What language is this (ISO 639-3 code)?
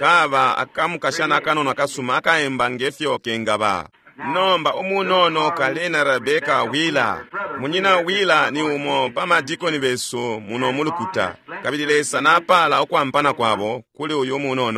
bem